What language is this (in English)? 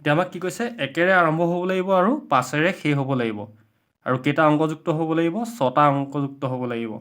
Assamese